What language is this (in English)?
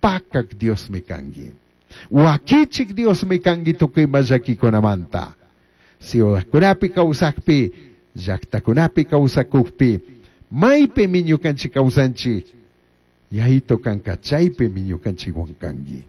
Chimborazo Highland Quichua